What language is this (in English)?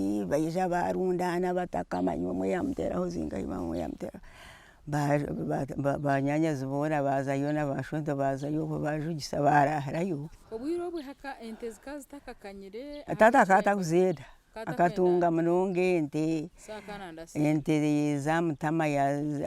Nyankole